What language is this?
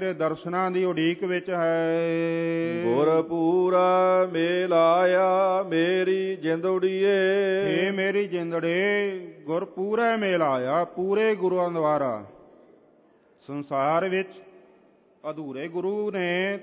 Punjabi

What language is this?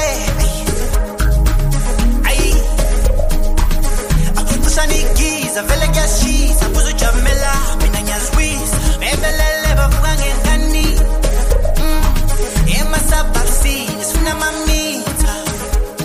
Zulu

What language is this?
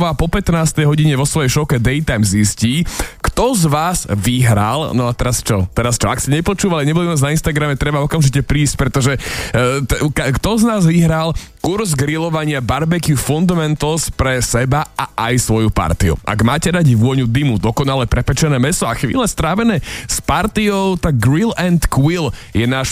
Slovak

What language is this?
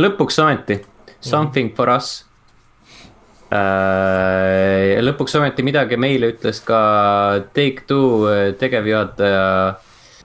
Estonian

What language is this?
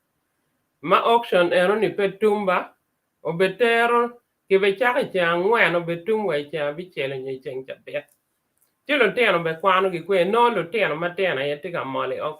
Acoli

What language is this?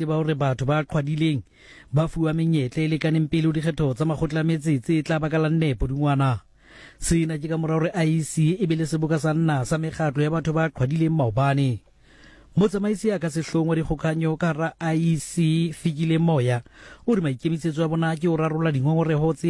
Southern Sotho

